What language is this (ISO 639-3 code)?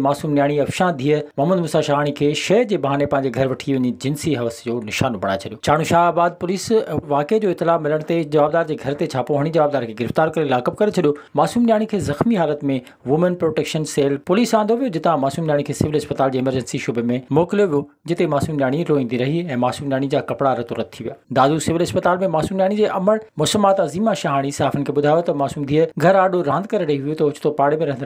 snd